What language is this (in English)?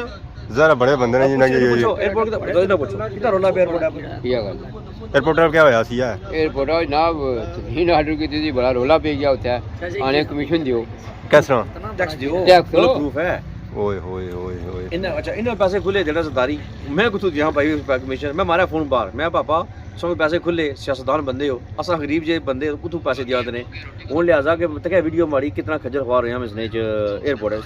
Pahari-Potwari